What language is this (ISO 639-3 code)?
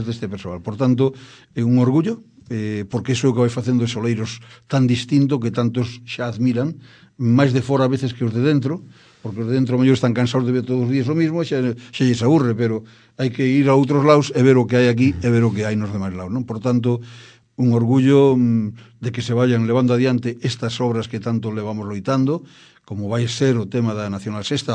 glg